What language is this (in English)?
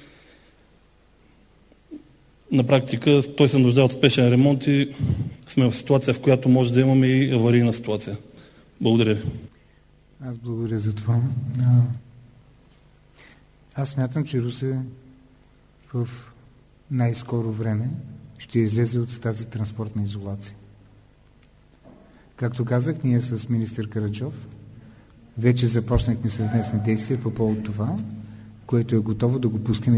Bulgarian